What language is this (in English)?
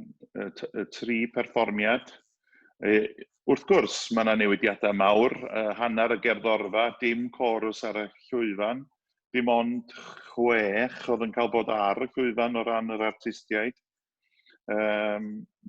Welsh